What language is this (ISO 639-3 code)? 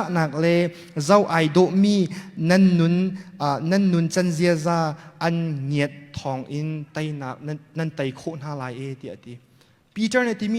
cnh